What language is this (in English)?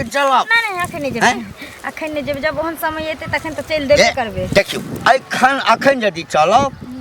Maithili